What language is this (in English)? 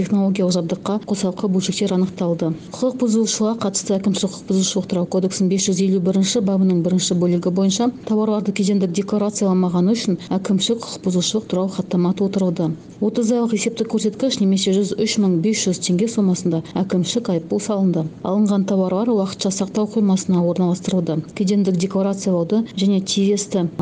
Kazakh